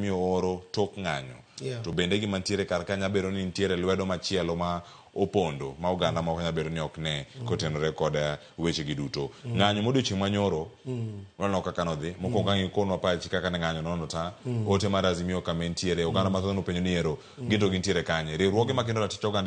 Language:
Luo (Kenya and Tanzania)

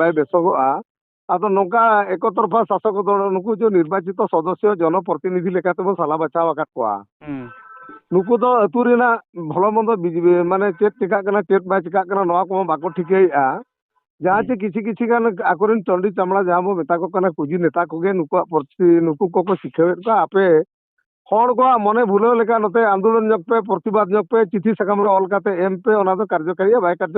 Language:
Santali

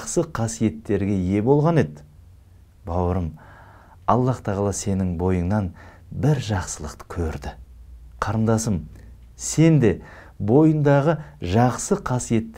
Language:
Kazakh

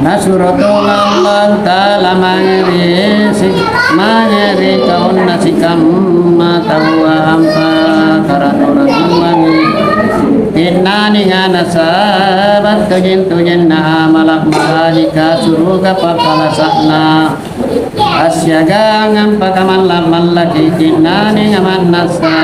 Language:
Makasar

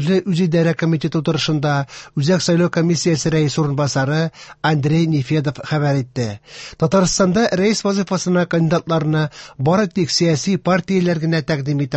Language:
Tatar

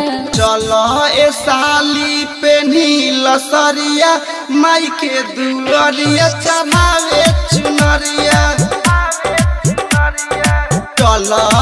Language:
Bhojpuri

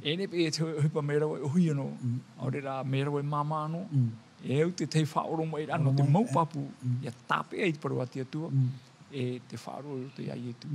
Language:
Tahitian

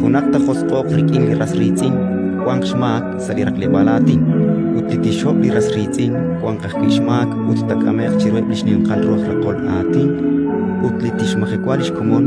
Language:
Kekchí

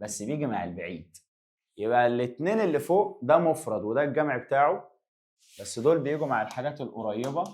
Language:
Egyptian Arabic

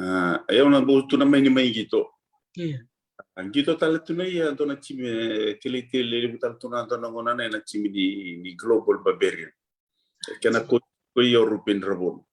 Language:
Fijian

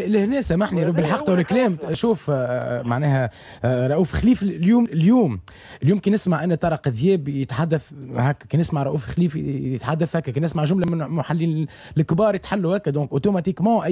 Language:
Tunisian Arabic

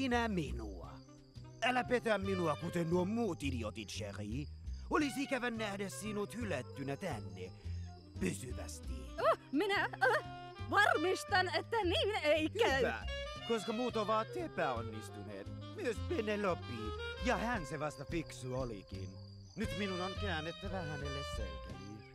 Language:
Finnish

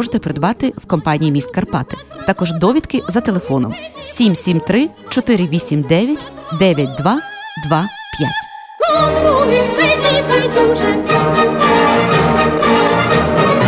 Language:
Ukrainian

